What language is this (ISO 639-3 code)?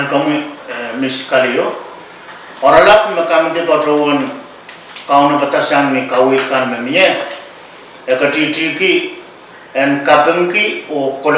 pon